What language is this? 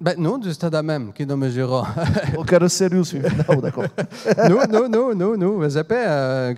Occitan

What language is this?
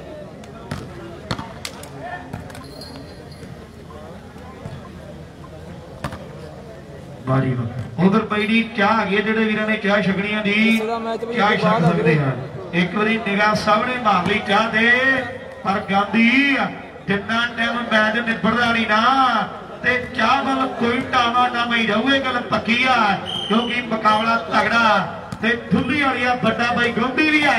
Punjabi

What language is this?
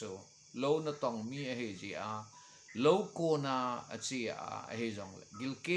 Thado Chin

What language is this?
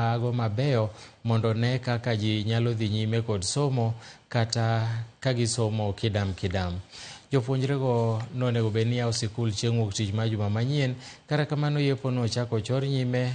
Luo (Kenya and Tanzania)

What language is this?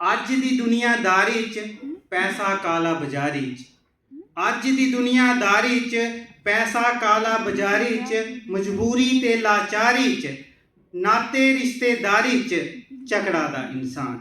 Dogri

